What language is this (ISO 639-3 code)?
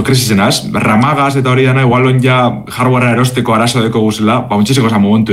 eus